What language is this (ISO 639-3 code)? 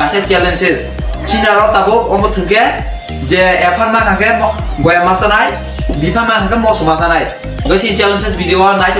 trp